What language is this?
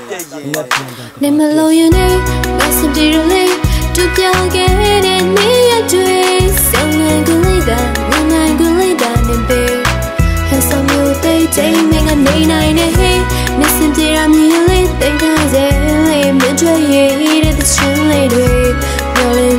Burmese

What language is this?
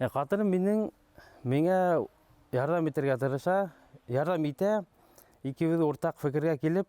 Bashkir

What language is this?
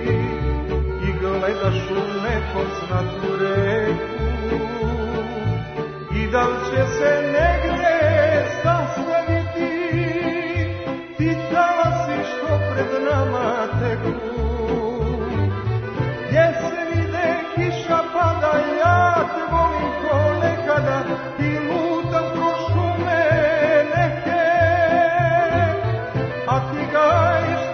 Serbian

